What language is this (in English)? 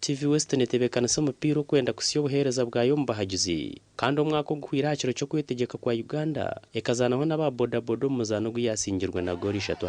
Nyankole